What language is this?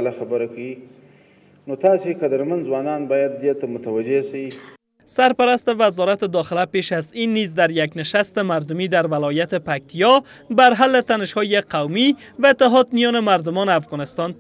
Persian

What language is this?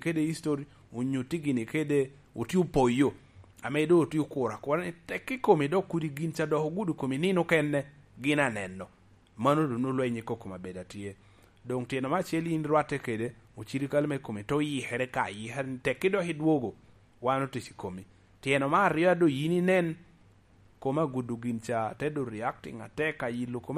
Lango (Uganda)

